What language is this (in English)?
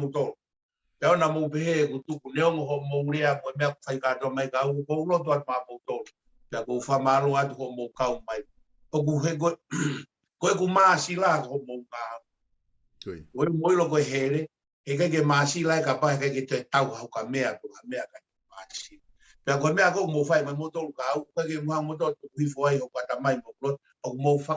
Tongan